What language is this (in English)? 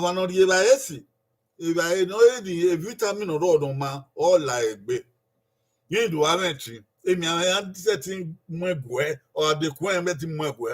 Bini